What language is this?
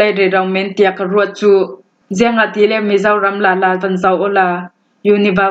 Falam Chin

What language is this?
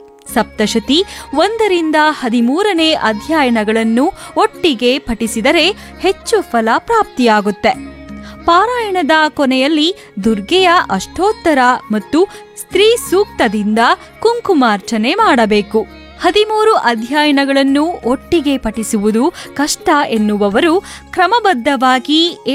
Kannada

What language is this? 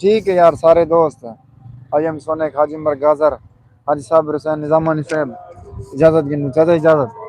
Saraiki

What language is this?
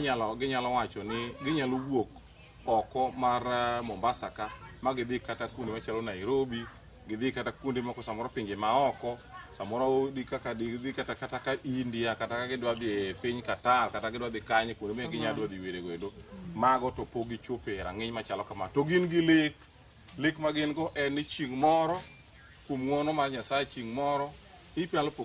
Luo (Kenya and Tanzania)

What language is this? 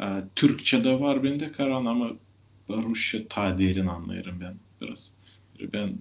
Gagauz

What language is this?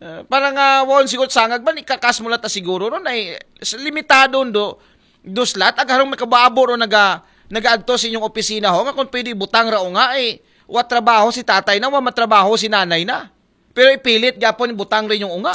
Aklanon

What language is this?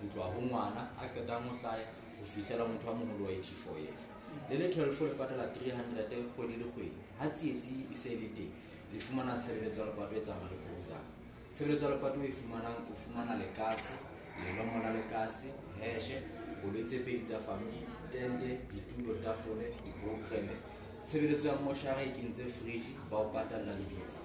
Southern Sotho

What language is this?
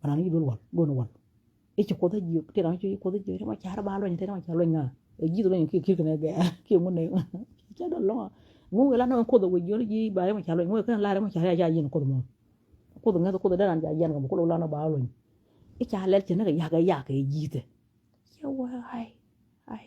Nuer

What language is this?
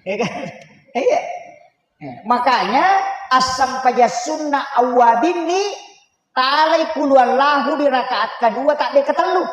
Buginese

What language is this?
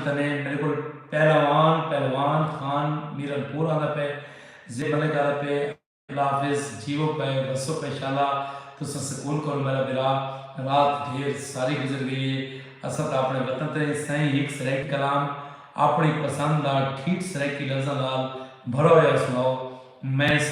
Saraiki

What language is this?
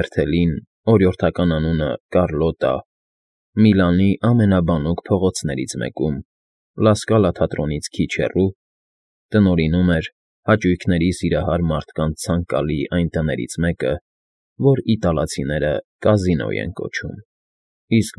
Armenian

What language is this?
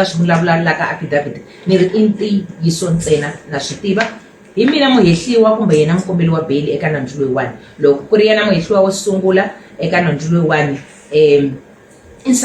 Tsonga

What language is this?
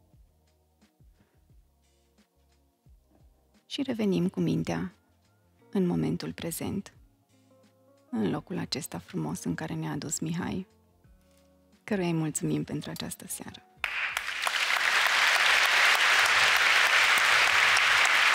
Romanian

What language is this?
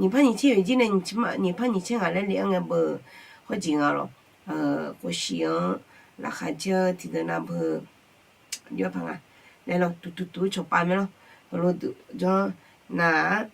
Akha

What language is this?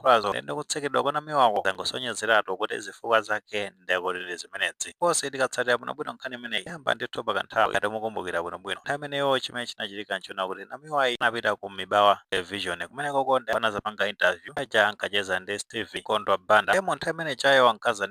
Nyanja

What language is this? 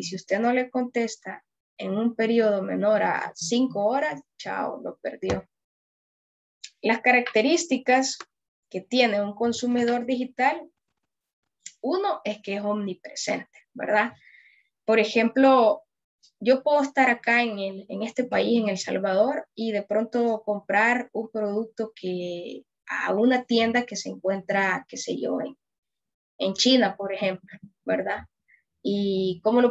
Spanish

